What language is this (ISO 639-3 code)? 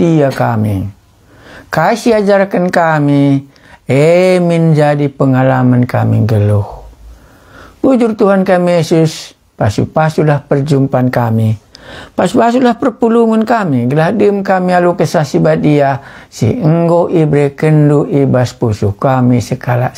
btx